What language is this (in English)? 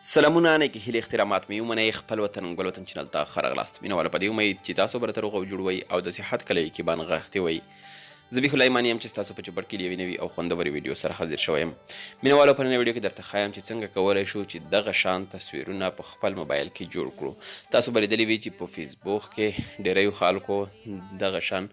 Pashto